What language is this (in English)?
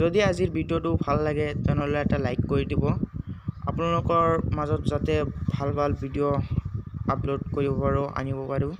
Assamese